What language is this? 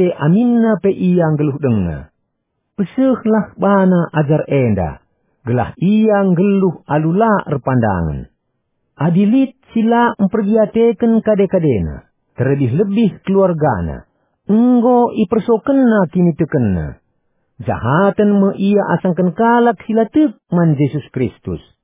Batak Karo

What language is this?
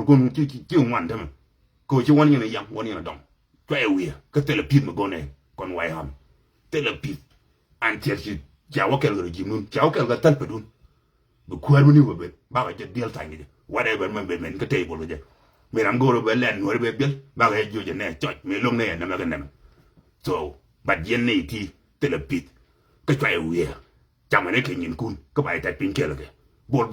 Nuer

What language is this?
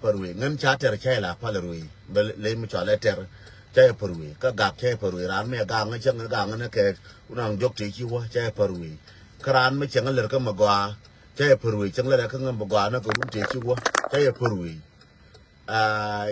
Nuer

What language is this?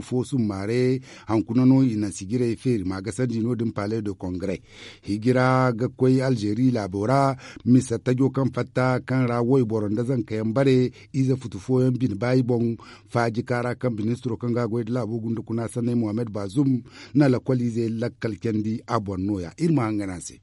Zarma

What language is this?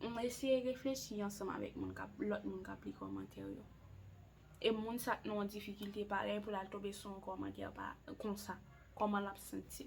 Haitian Creole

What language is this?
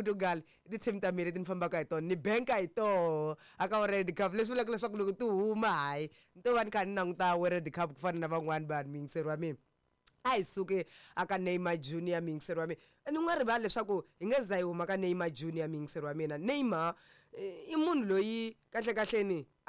Tsonga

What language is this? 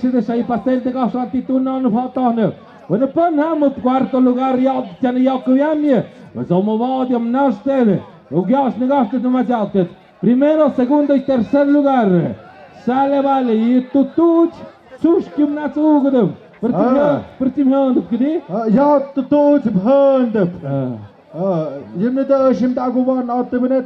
Tlahuitoltepec Mixe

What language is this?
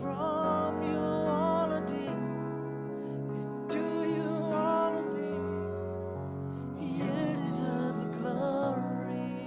Marshallese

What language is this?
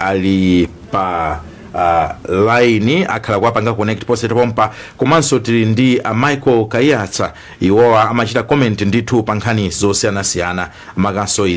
Nyanja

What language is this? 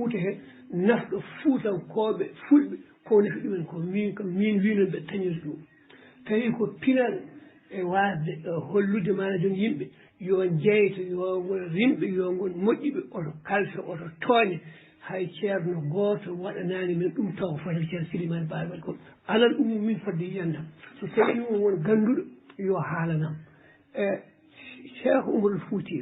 Fula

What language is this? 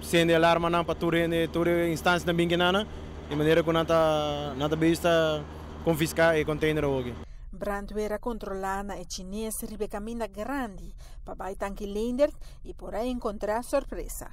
Papiamento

